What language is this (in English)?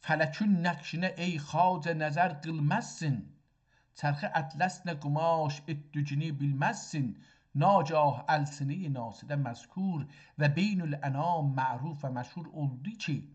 South Azerbaijani